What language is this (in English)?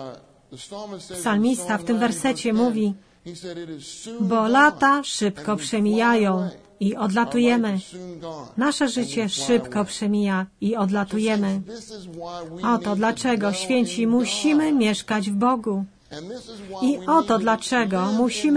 Polish